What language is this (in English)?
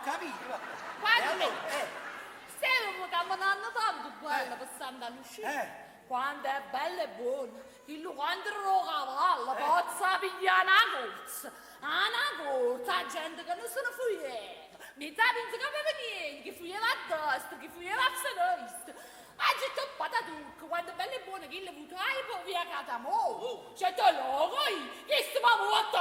Neapolitan